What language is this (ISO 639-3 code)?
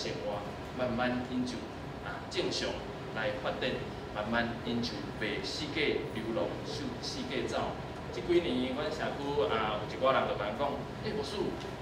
nan